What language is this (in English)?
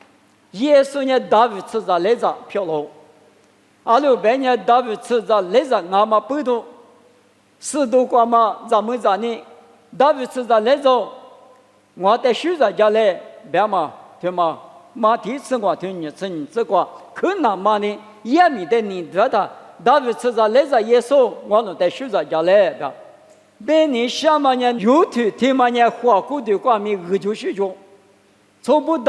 Lisu